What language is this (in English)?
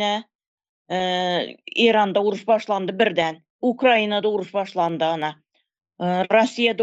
Turkmen